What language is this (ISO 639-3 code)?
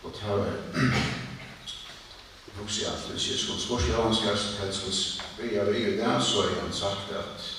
fao